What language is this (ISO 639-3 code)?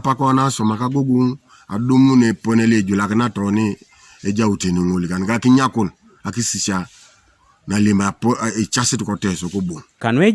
teo